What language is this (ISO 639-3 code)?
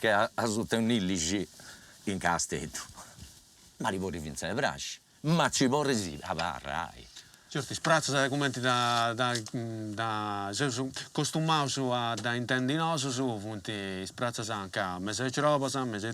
srd